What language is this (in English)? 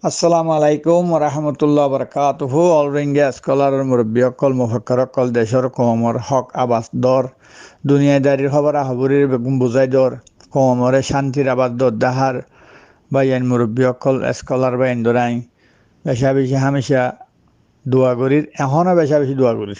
Rohingya